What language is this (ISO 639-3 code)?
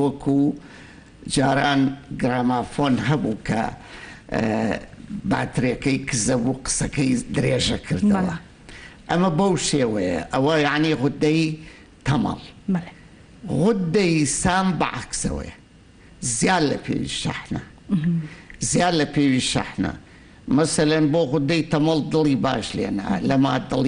ckb